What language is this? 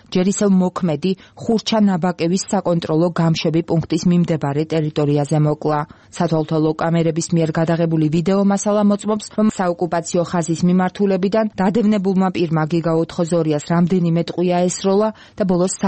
Georgian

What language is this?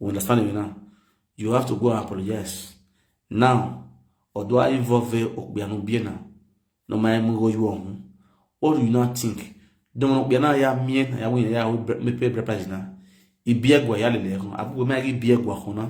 Nigerian Pidgin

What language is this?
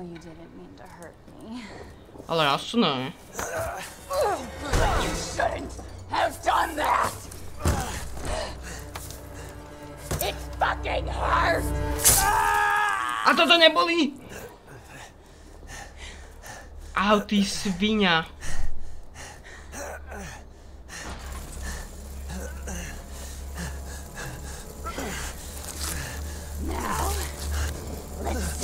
Slovak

